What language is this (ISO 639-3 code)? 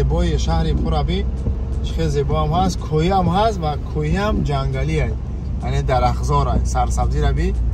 tgk